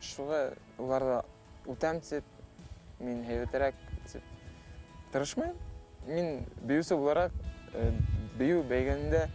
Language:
Bashkir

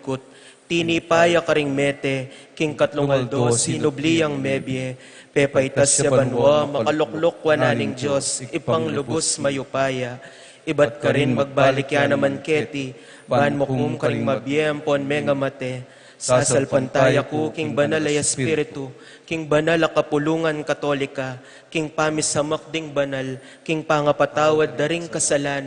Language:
Pampanga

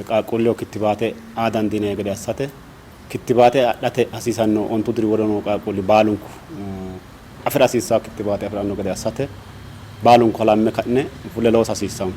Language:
Sidamo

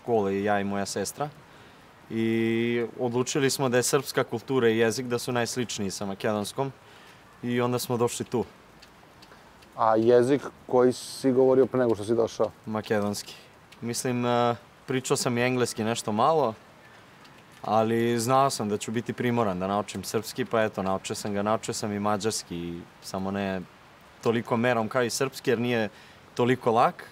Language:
Serbian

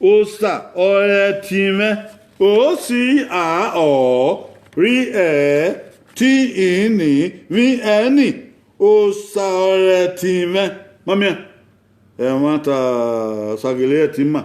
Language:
Bini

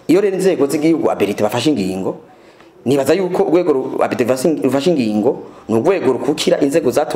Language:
Rundi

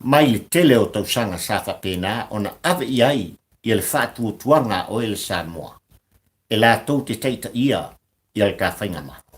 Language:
Samoan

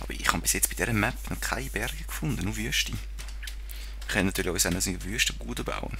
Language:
Swiss German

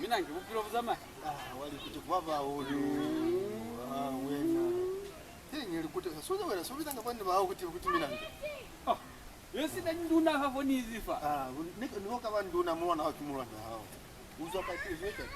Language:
Lozi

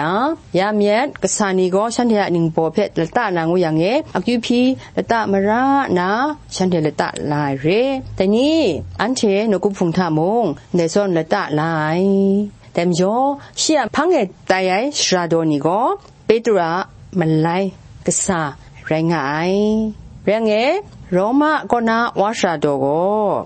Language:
Kachin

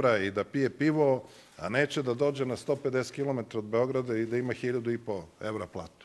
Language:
Serbian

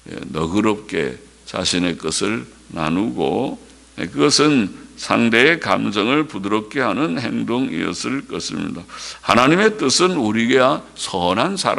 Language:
Korean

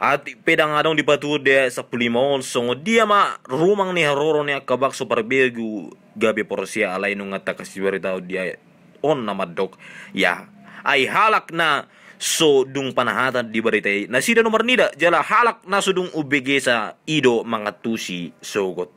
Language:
Batak Toba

